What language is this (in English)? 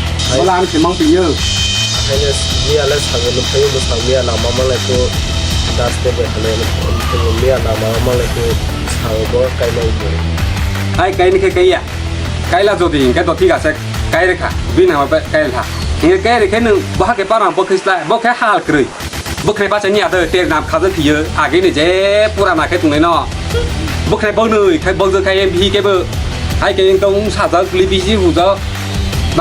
Kok Borok